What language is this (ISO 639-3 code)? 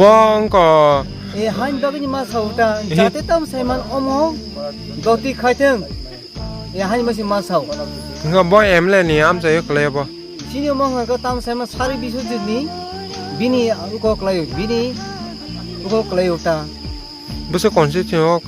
trp